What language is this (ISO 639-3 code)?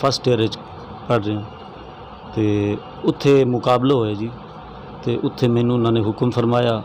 skr